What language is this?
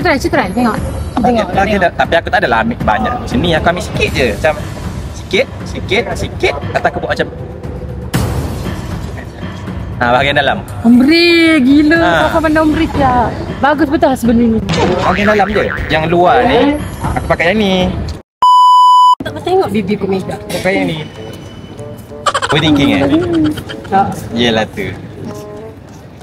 Malay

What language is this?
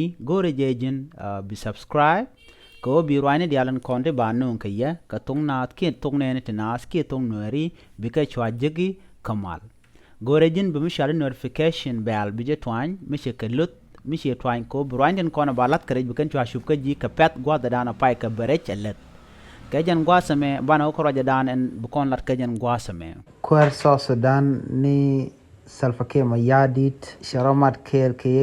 Nuer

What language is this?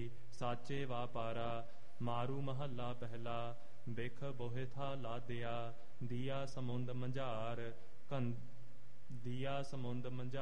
Punjabi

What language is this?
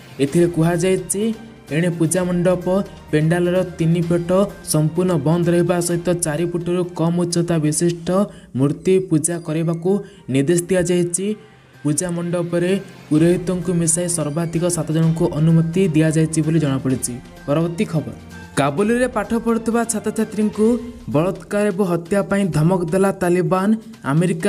Odia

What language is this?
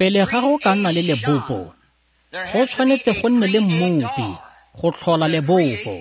Tswana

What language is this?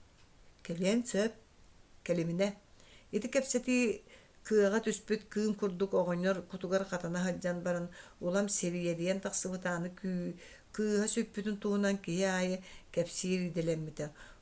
Yakut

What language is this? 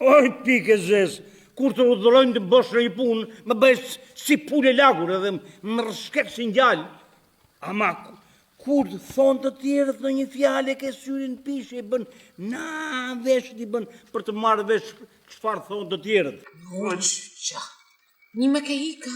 Albanian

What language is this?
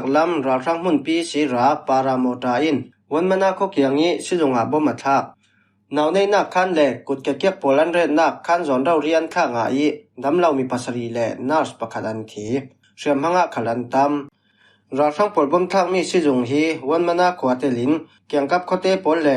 Falam Chin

